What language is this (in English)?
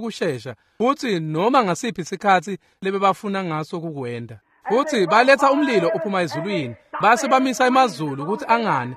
Swati